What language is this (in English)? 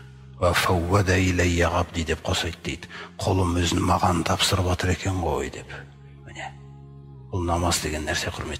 Kazakh